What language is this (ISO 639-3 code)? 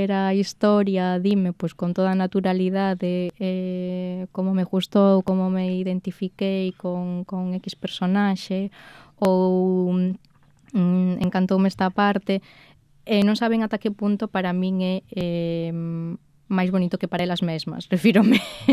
glg